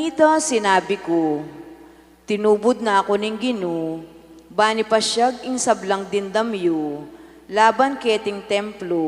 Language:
Pampanga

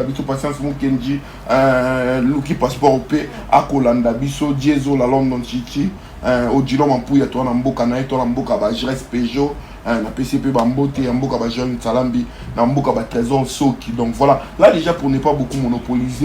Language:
Lingala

